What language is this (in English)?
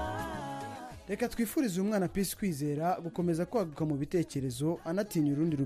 Kinyarwanda